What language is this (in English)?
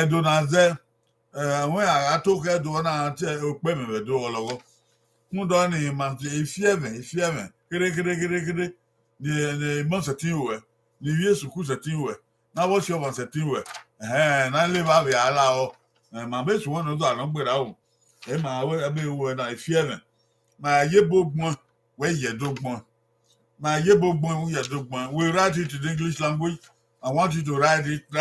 Bini